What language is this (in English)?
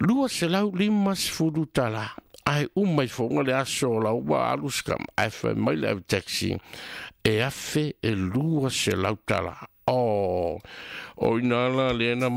Samoan